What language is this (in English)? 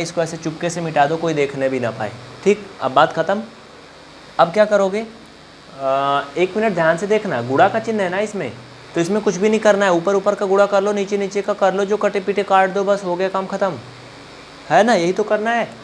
Hindi